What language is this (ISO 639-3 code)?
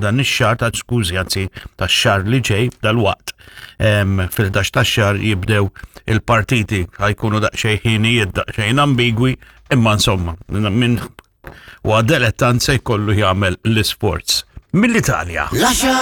mlt